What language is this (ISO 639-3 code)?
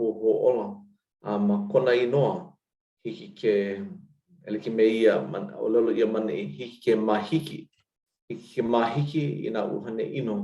haw